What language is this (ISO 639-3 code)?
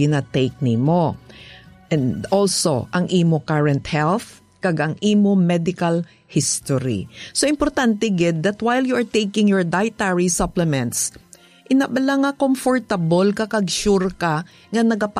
hil